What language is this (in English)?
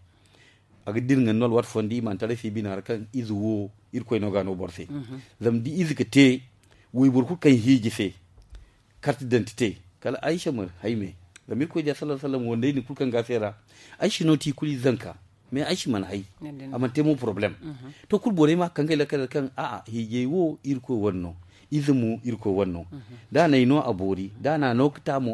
Zarma